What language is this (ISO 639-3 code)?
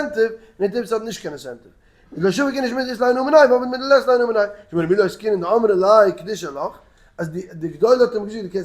yid